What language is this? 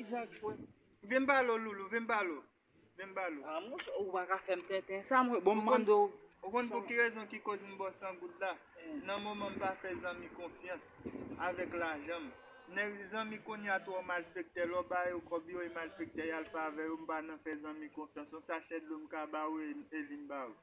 Haitian Creole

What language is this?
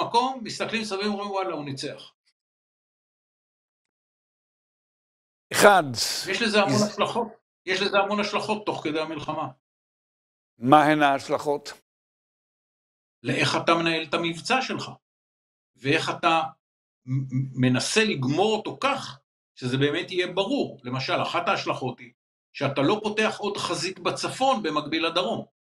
Hebrew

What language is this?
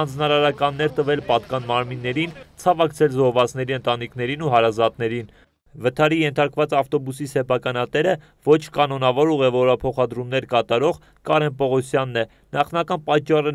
Armenian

